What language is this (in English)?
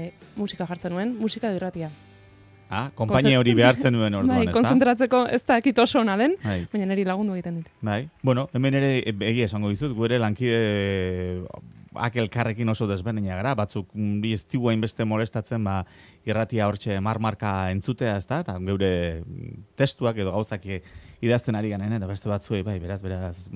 Basque